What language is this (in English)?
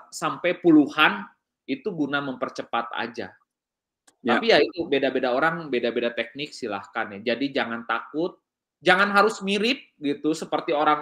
Indonesian